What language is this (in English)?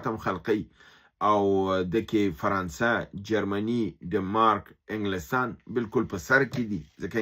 Pashto